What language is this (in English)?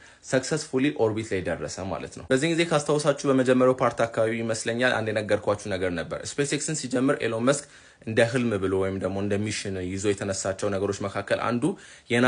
Amharic